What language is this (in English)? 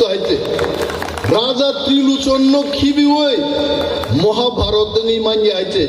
Kok Borok